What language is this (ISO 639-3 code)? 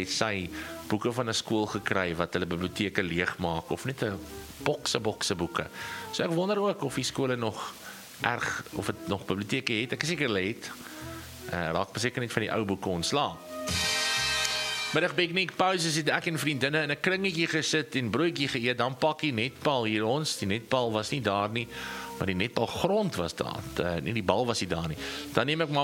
afr